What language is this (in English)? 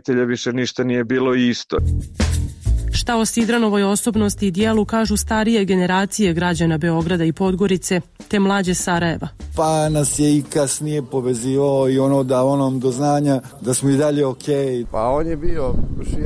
Bosnian